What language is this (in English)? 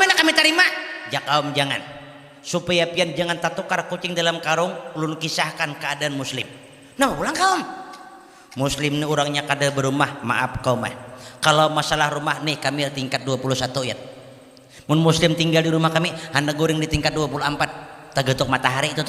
Banjar